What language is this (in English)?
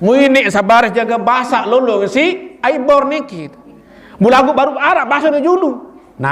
Sasak